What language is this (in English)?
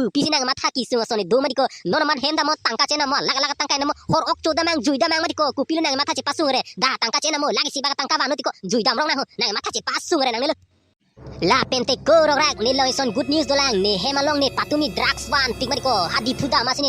Karbi